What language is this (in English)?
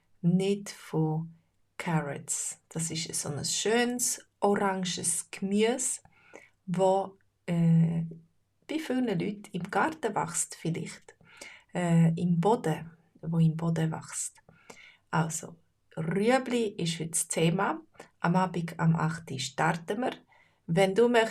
Swiss German